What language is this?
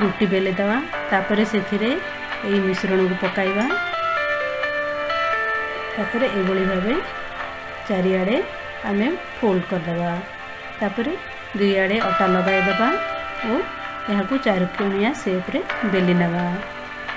Odia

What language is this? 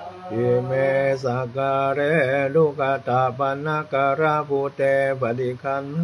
Pali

